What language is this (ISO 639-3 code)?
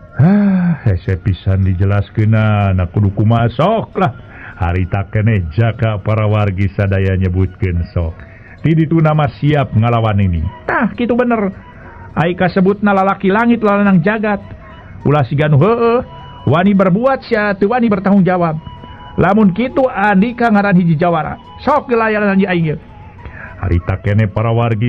sun